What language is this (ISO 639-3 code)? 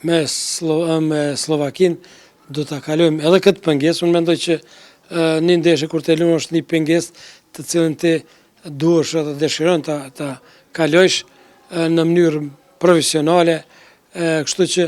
sqi